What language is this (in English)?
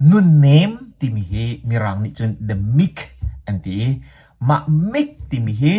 Hakha Chin